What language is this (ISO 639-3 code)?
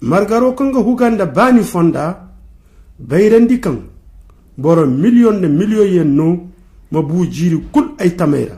dje